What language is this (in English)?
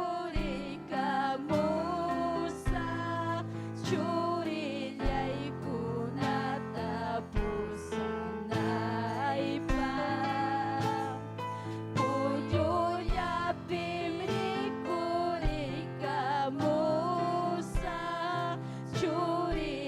Ayacucho Quechua